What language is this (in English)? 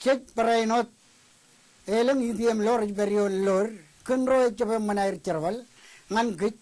Marshallese